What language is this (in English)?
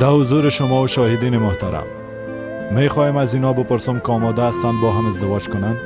Persian